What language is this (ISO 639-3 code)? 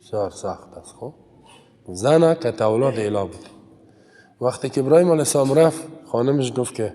fas